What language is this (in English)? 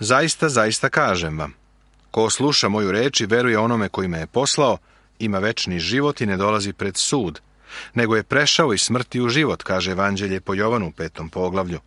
Serbian